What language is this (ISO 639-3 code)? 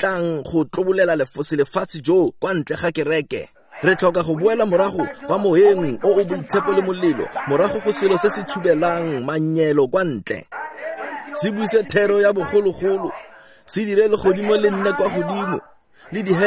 tsn